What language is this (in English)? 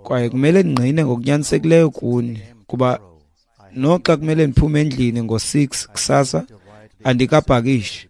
Xhosa